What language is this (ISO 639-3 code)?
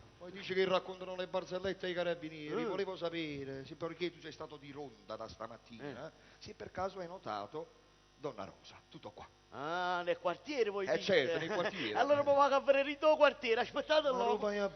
nap